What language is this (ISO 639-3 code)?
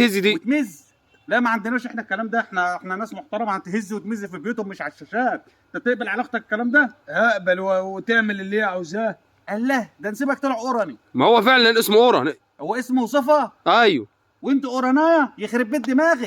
arz